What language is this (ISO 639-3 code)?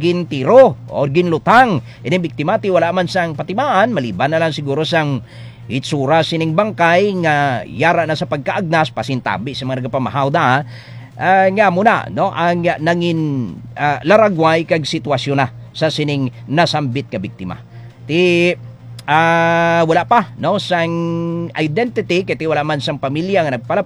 hil